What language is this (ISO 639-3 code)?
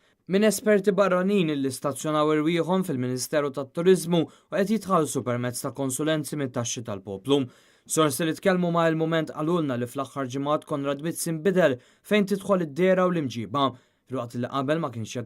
mlt